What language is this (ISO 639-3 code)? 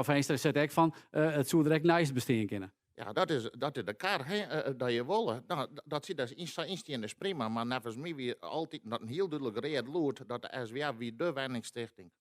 fry